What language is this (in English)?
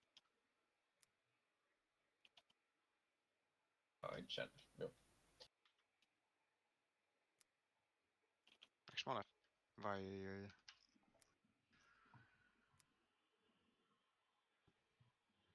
Finnish